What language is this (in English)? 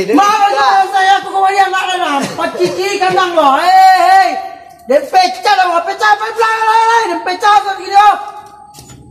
Minangkabau